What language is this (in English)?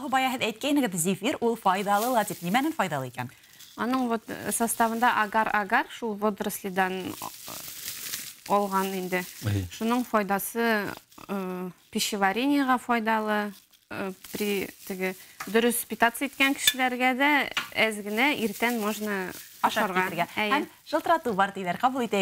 Bashkir